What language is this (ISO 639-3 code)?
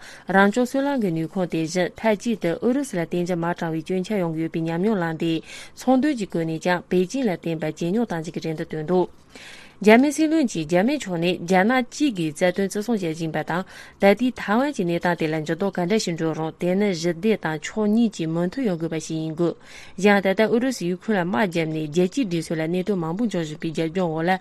bod